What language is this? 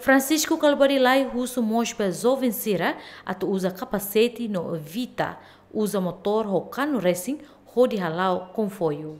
Tetum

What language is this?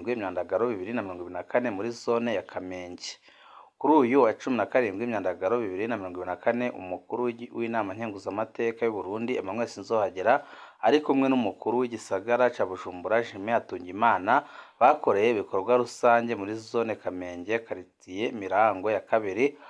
Rundi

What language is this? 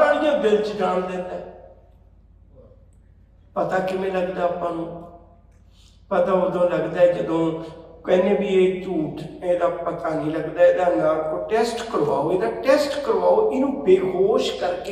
Punjabi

